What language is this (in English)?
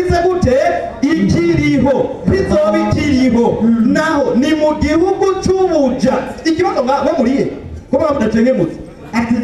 Rundi